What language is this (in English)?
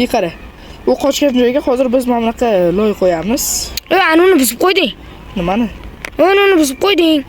Uzbek